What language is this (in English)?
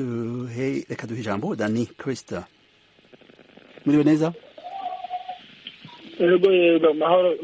Kinyarwanda